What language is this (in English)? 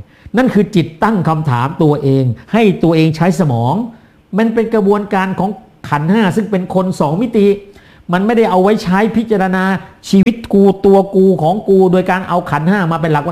Thai